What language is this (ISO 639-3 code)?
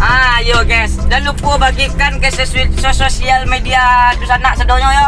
min